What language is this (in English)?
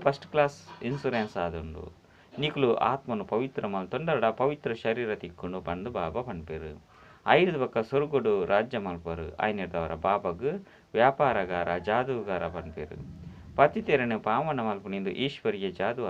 Tulu